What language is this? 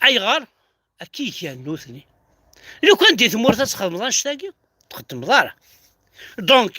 Kabyle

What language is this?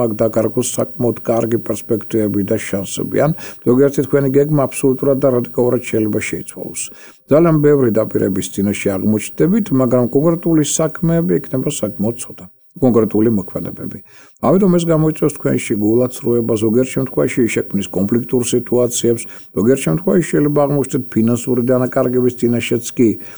Georgian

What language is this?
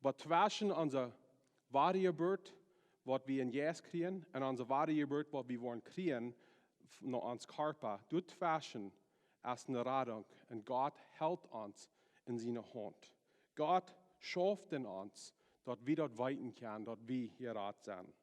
Plautdietsch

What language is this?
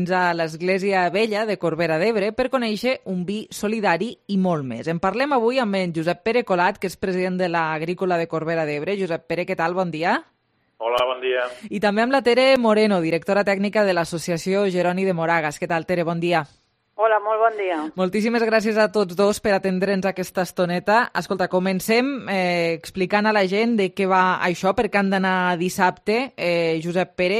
Catalan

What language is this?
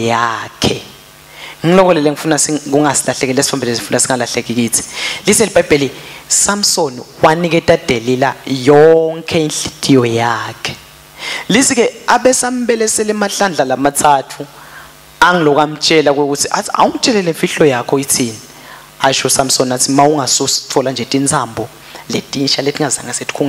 Swati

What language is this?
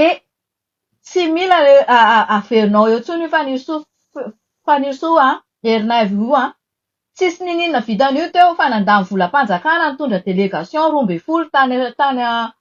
Malagasy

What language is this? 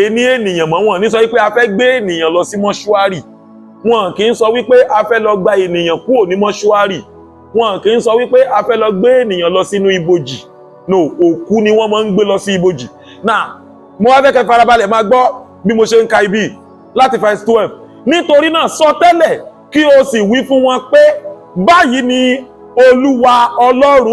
Yoruba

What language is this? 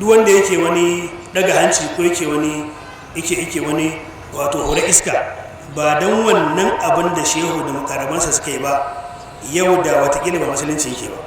Hausa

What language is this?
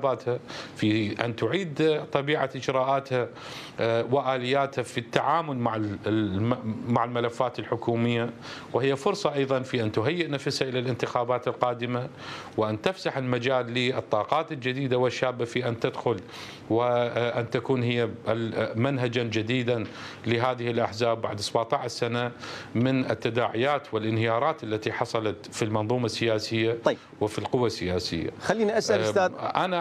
Mesopotamian Arabic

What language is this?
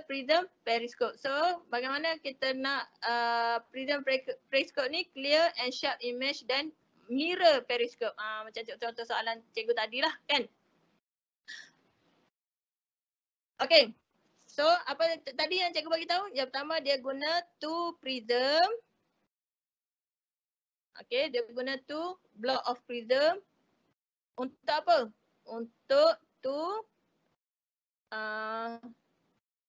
Malay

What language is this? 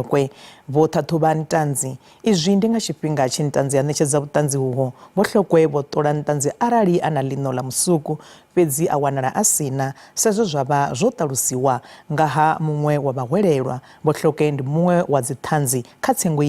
Venda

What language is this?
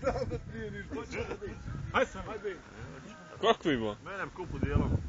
Bosnian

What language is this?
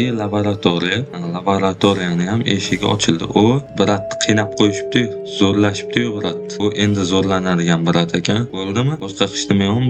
Uzbek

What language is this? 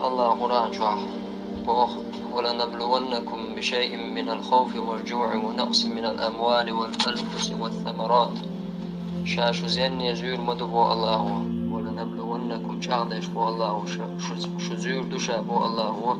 Chechen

